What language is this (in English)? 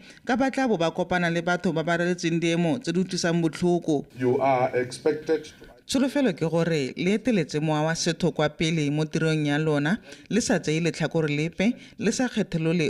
Tswana